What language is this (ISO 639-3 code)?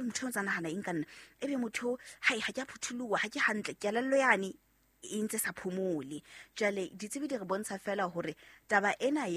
sot